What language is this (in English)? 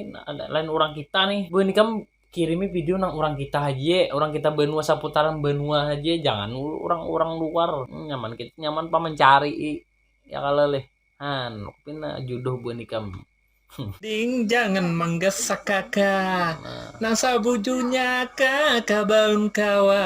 Banjar